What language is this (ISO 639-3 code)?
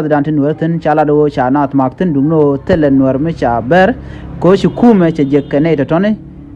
nus